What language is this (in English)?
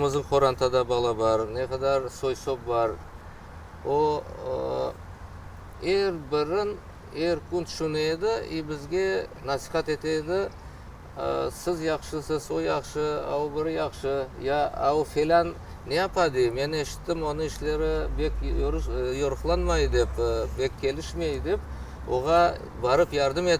Crimean Tatar